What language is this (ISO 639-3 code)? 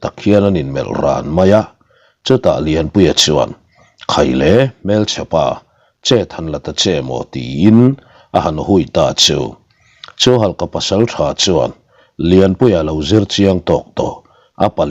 lus